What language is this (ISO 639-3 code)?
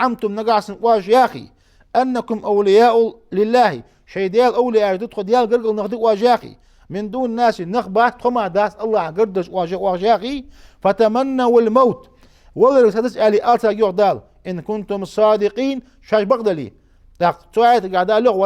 inh